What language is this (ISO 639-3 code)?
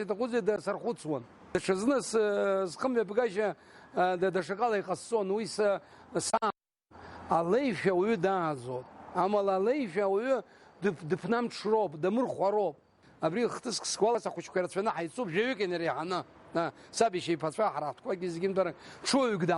abk